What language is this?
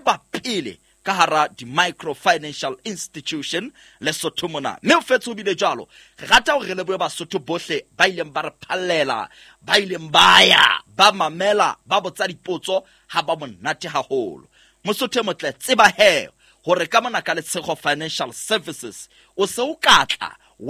Southern Sotho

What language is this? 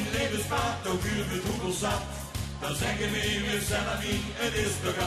Limburgish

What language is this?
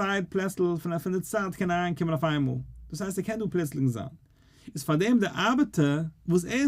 Yiddish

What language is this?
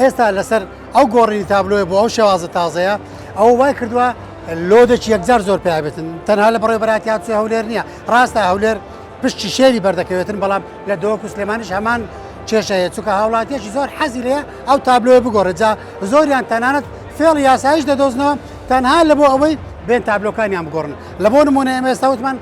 Central Kurdish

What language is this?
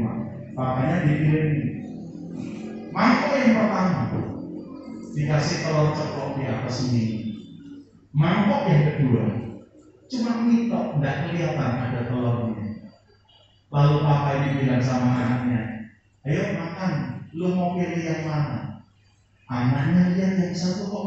Indonesian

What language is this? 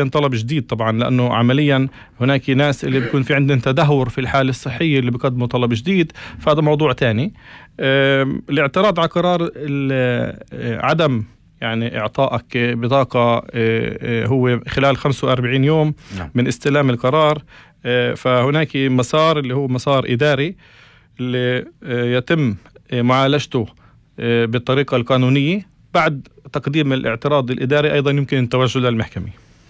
North Levantine Arabic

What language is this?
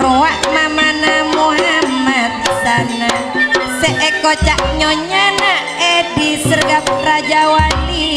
Madurese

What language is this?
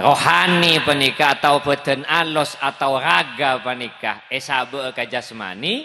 Madurese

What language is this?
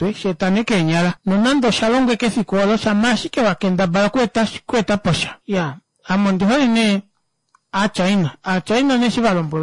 Kuanyama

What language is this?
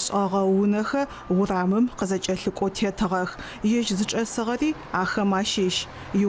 Adyghe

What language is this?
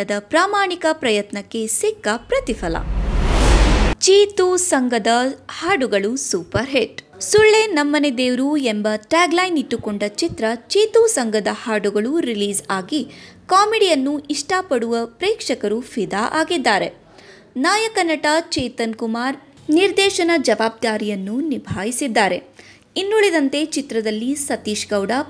Kannada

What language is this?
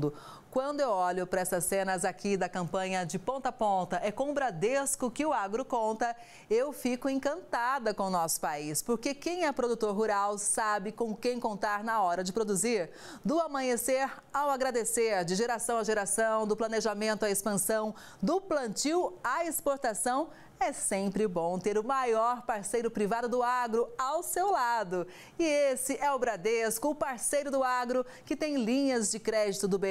Portuguese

